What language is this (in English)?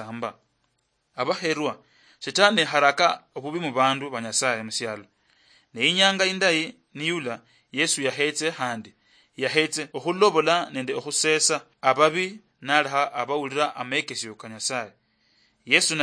Luyia